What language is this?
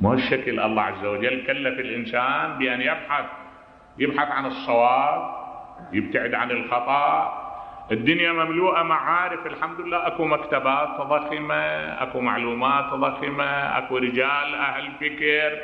Mesopotamian Arabic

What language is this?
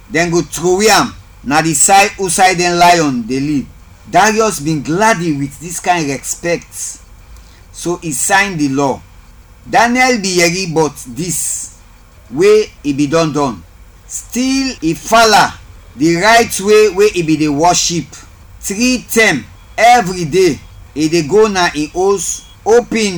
Krio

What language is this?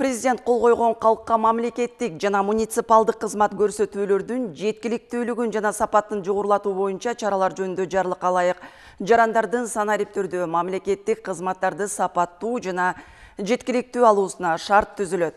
Kyrgyz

